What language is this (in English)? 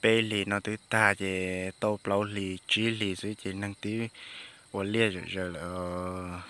Hmong